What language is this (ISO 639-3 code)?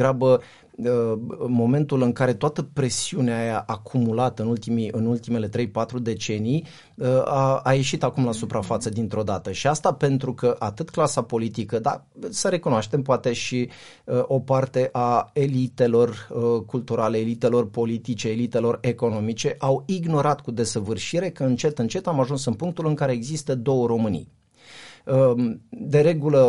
ron